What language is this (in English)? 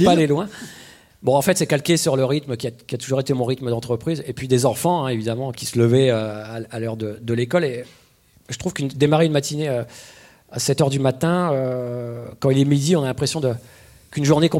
French